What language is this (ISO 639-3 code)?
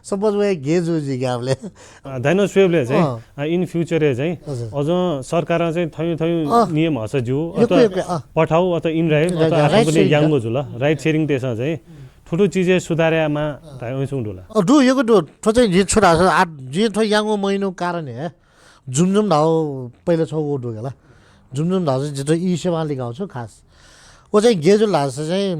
new